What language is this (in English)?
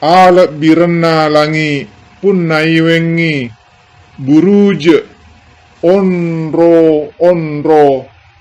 Buginese